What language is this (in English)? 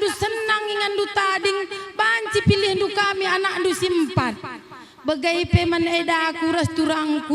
Batak Karo